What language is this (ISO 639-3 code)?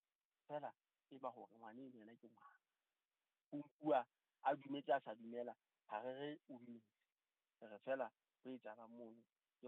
sot